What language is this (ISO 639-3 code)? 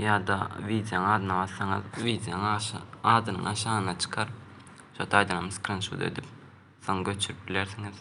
tuk